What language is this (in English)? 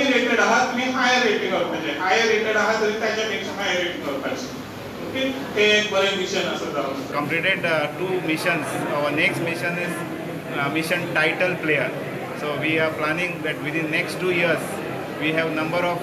Konkani